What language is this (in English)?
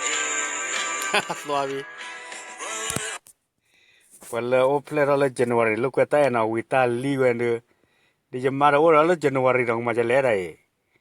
S'gaw Karen